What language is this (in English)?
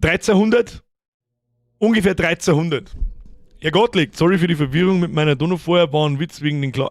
Bavarian